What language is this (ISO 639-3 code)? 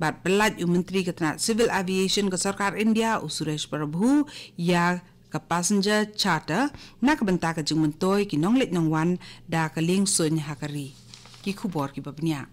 kha